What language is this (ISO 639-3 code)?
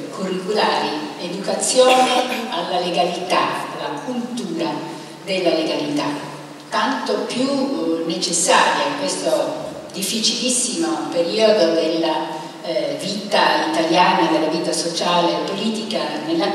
ita